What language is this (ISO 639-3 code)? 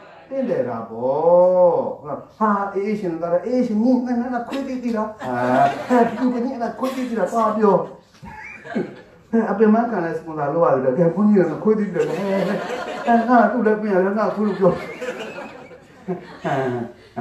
mya